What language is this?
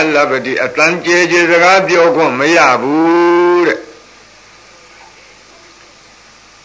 Burmese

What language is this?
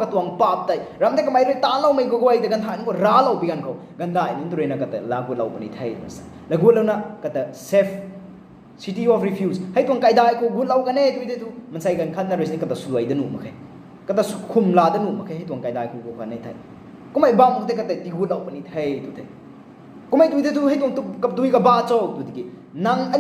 Rongmei Naga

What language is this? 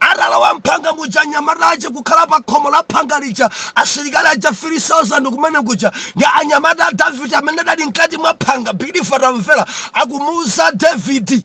Nyanja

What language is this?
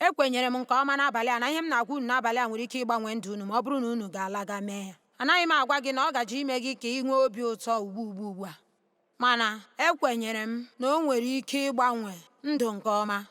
Igbo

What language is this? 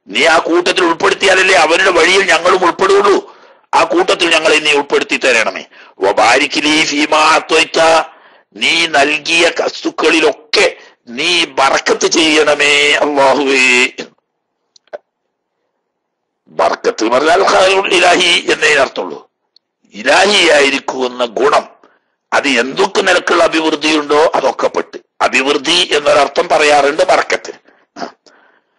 Malayalam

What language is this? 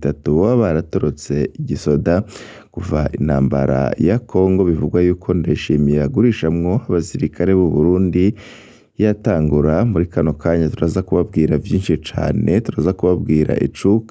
Rundi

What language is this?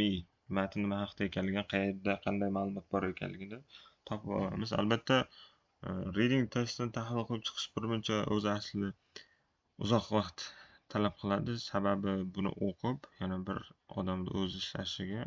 Uzbek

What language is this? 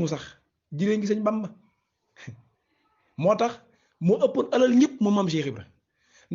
Wolof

